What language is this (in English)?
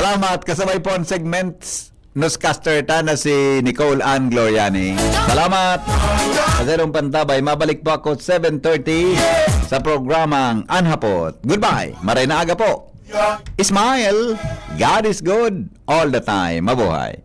Bikol